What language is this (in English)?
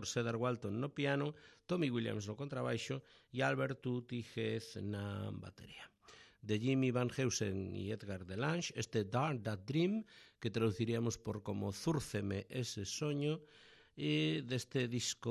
Galician